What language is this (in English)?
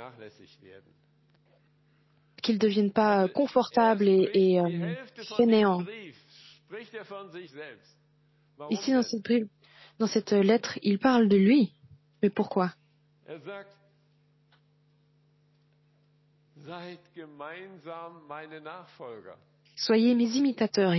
French